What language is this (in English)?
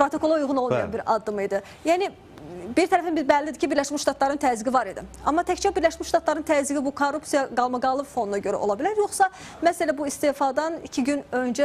Azerbaijani